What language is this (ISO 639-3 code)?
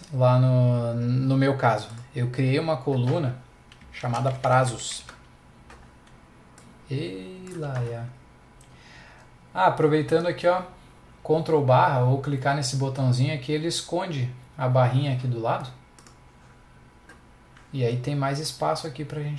por